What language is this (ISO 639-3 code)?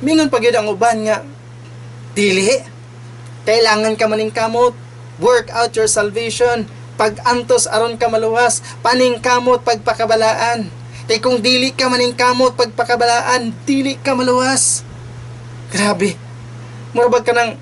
ceb